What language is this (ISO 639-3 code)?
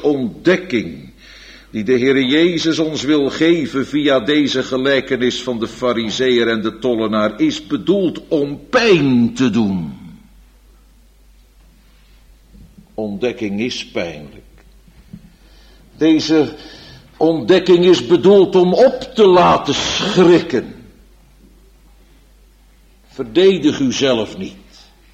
nld